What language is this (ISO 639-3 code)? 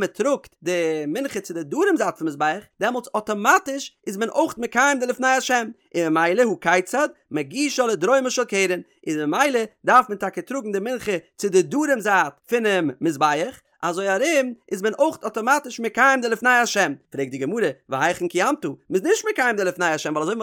yid